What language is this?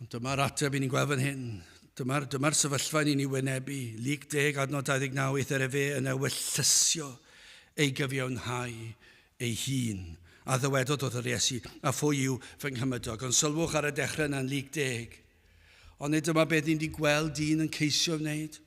Welsh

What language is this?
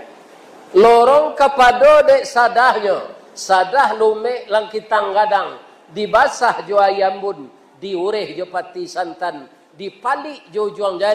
Minangkabau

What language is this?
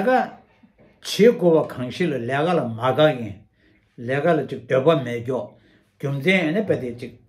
Tibetan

